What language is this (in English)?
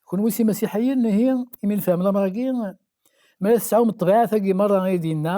Kabyle